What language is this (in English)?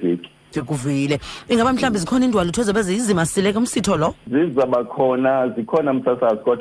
Xhosa